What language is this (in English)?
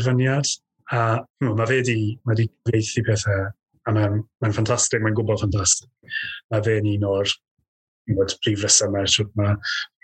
Welsh